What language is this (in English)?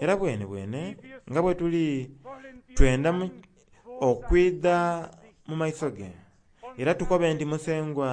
Soga